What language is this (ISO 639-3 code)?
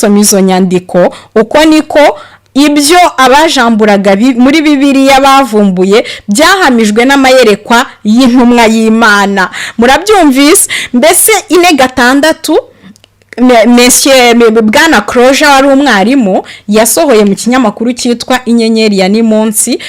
kin